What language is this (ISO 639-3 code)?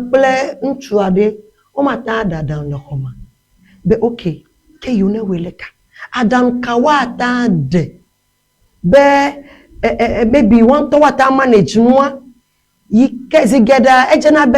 ewe